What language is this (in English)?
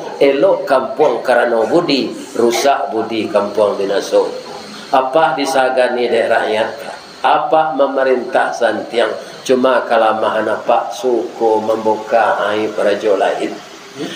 Minangkabau